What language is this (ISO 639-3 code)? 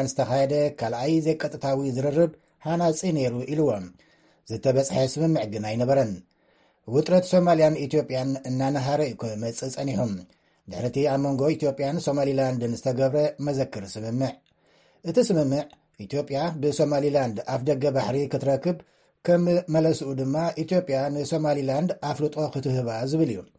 tir